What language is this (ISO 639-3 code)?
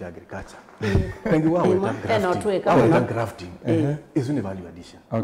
kam